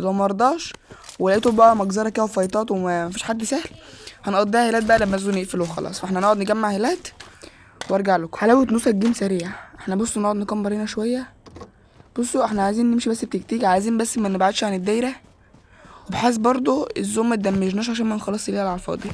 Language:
Egyptian Arabic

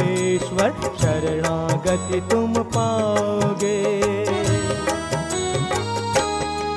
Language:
Hindi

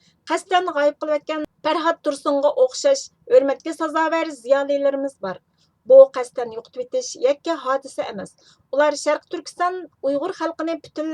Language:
Uyghur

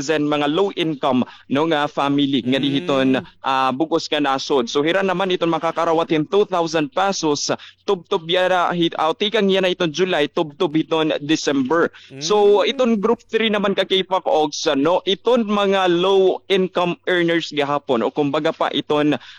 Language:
Waray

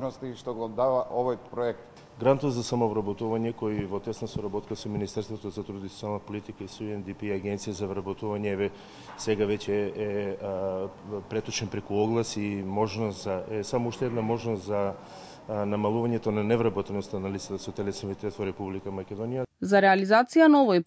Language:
Macedonian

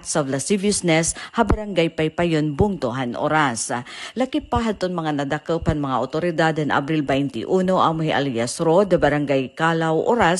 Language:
Waray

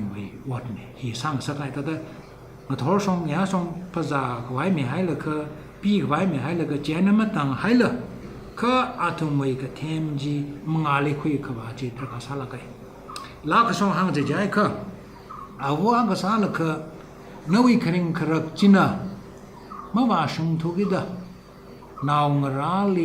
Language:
Tangkhul Naga (India)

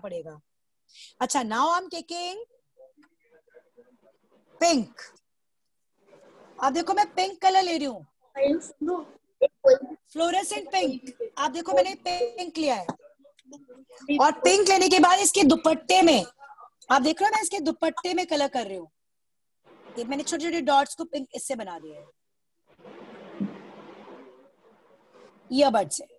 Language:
Hindi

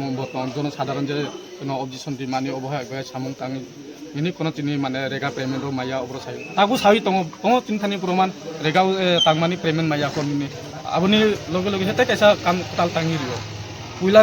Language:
Kok Borok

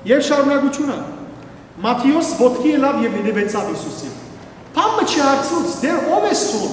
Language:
Western Armenian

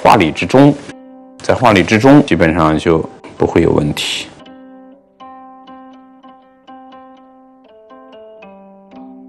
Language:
Chinese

